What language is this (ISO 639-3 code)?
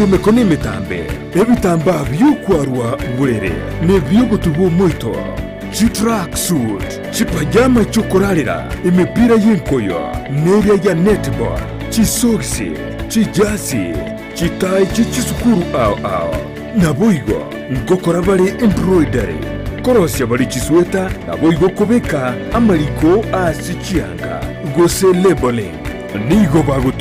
guz